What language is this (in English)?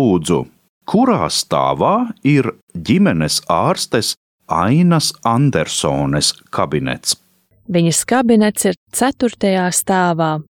Latvian